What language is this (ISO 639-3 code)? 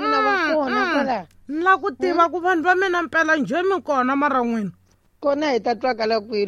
tso